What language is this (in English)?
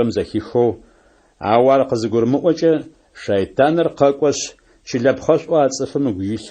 Adyghe